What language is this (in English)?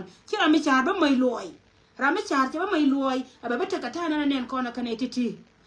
Nuer